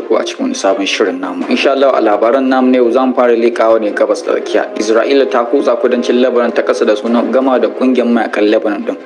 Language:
Hausa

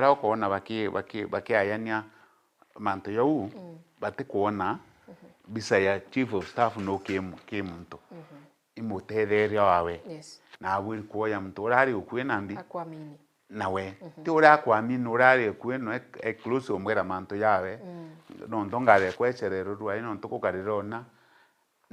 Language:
Meru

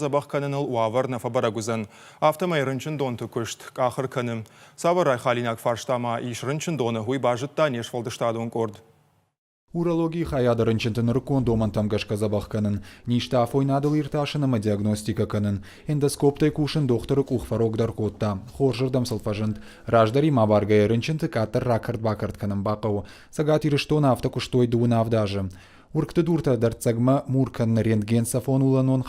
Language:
Ossetic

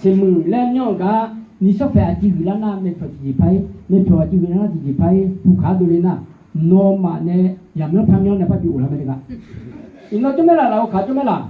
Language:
Akha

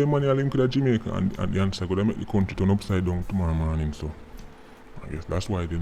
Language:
Jamaican Creole English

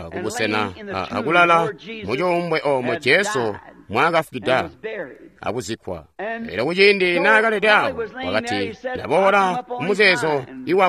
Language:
Tonga (Zambia)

